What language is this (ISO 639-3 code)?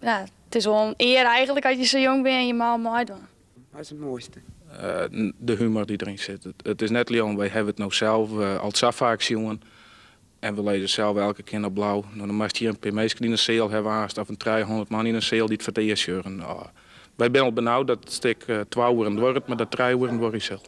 fry